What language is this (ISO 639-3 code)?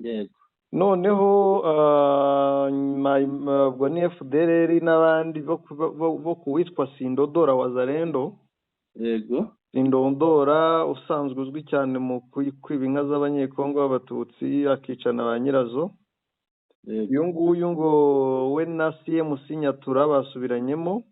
kin